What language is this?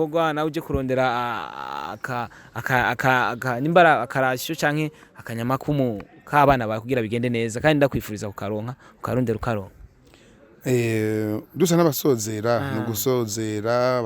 Rundi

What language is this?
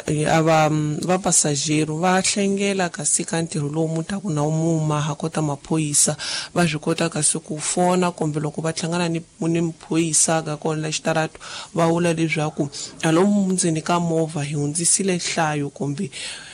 Tsonga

